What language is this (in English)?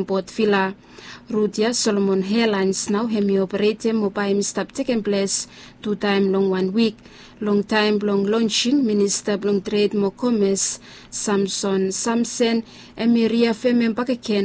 Bislama